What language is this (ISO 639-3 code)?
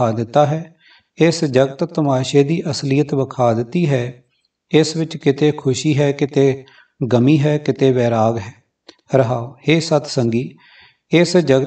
pan